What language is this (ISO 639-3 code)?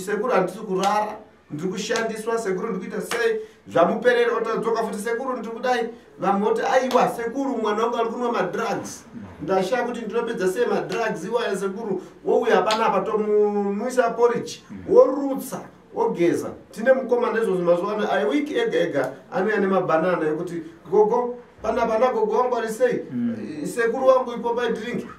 sna